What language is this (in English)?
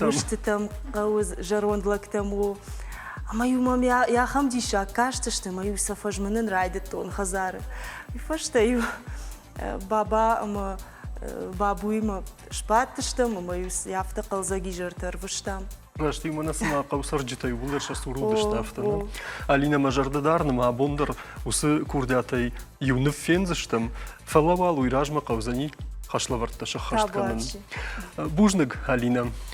Ossetic